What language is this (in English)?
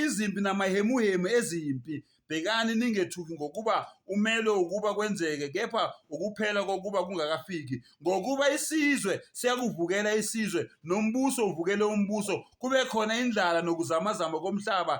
Zulu